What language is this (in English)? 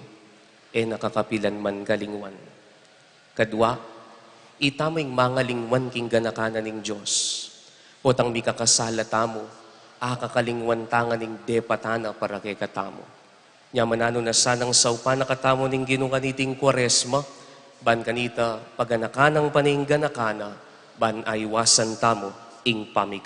Pampanga